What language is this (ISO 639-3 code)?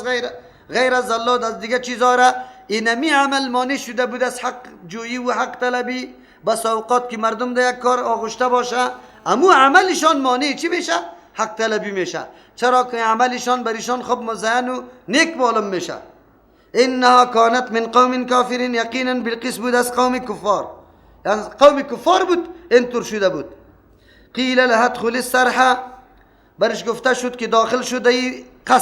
fas